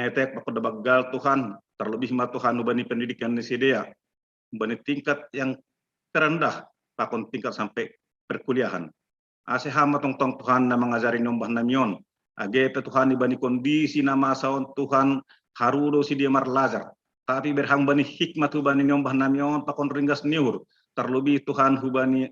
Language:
Batak Simalungun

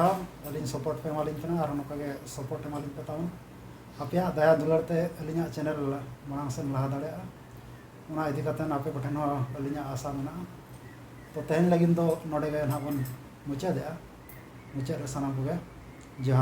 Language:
Santali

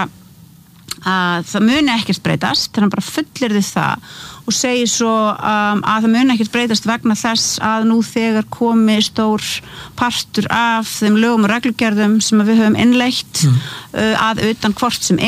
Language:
Icelandic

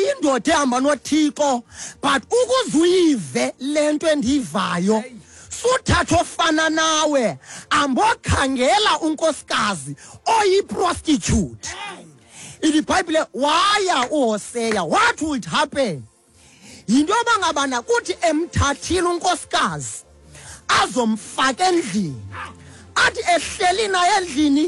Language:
Xhosa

